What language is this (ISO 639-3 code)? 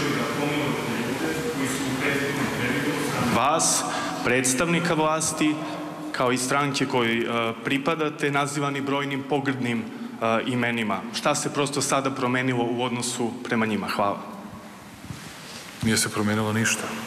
srp